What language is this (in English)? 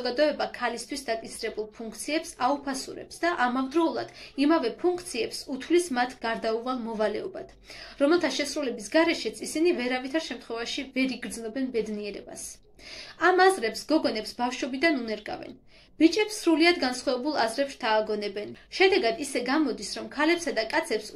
Georgian